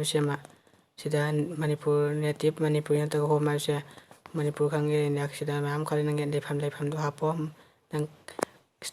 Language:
Manipuri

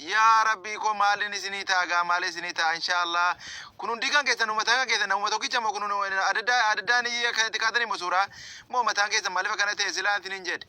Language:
Oromo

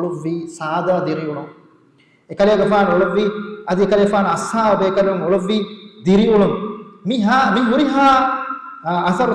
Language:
Divehi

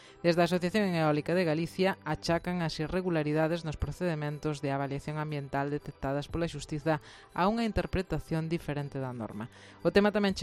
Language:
Galician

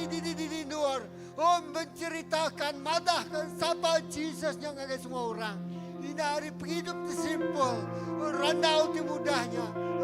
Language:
Iban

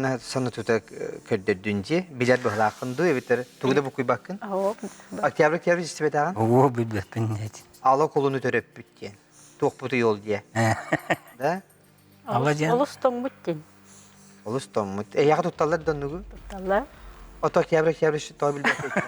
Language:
Yakut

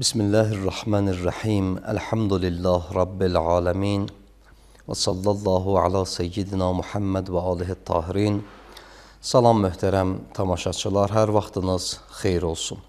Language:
Azerbaijani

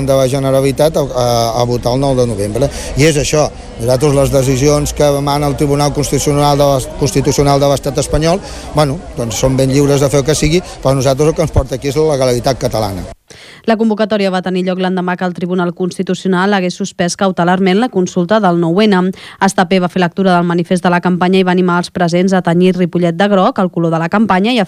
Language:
Catalan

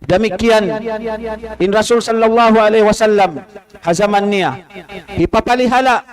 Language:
Tausug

